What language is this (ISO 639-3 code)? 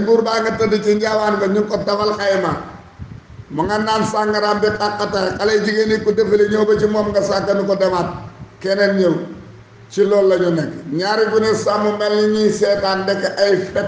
wol